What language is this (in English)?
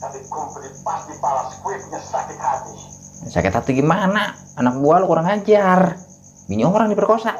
Betawi